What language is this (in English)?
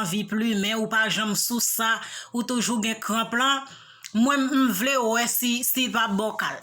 Haitian Creole